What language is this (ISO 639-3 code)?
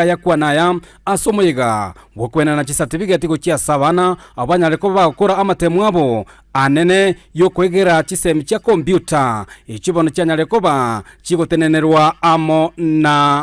guz